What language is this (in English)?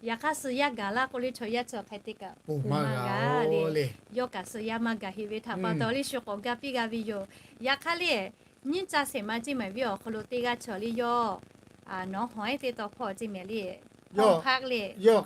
Lahu